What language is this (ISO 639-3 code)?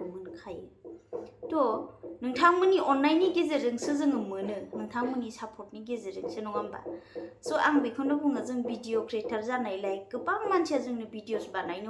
brx